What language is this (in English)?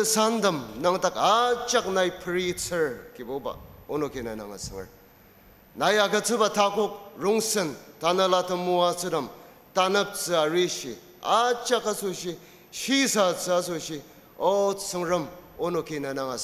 Ao Naga